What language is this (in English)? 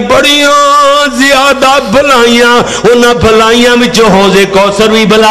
Western Panjabi